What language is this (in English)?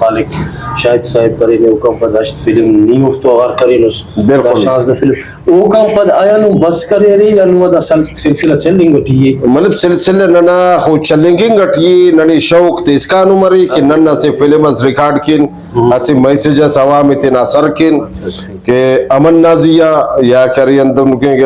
Brahui